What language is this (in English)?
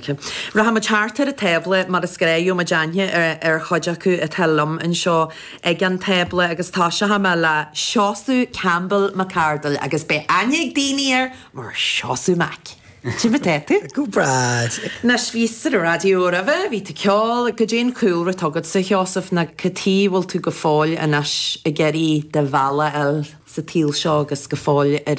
Irish